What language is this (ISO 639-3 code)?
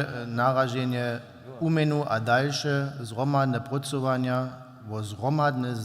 hsb